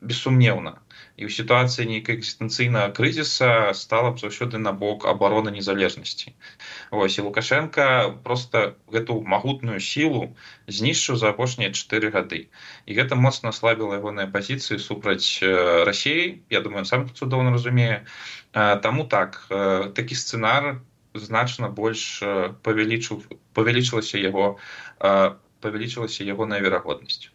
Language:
Belarusian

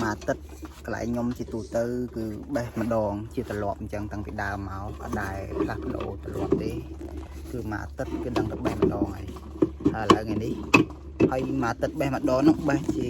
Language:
Khmer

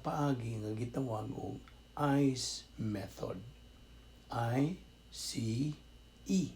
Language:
Cebuano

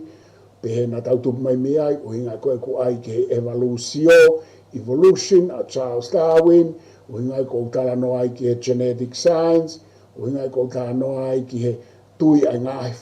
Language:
Tongan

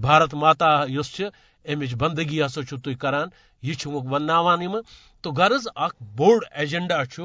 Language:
Kashmiri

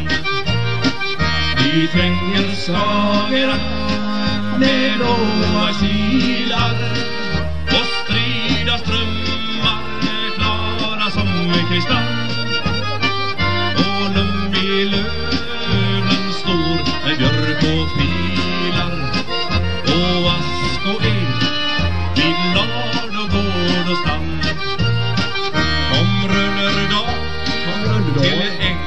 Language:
Swedish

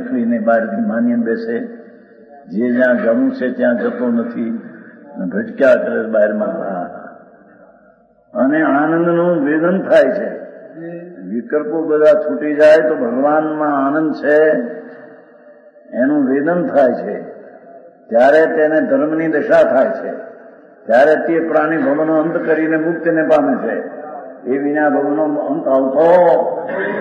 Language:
Gujarati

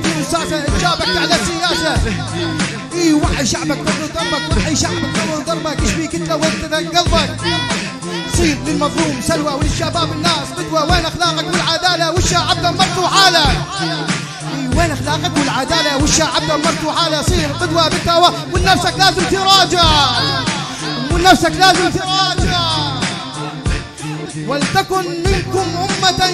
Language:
Arabic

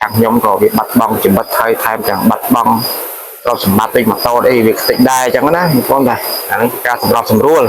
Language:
Khmer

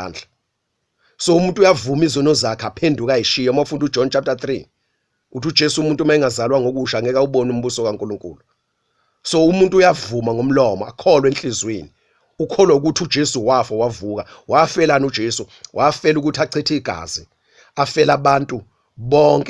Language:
Zulu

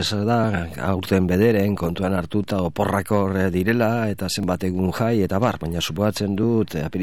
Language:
Basque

